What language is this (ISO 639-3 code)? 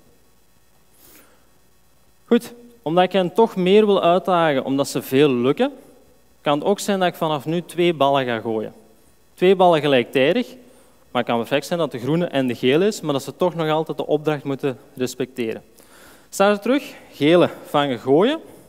nld